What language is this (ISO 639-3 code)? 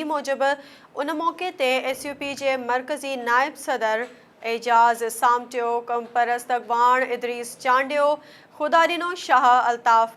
snd